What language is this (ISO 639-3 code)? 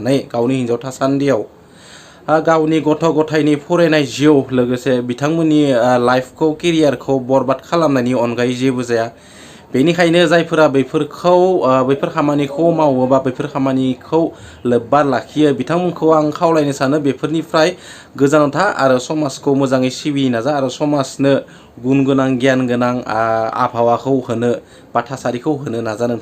brx